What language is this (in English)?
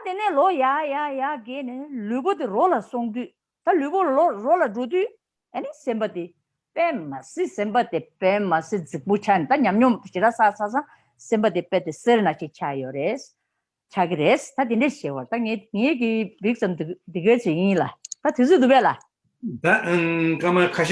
Tibetan